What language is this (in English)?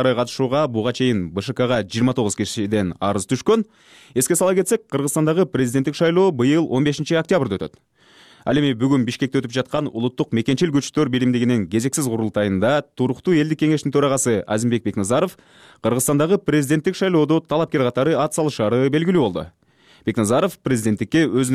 Kyrgyz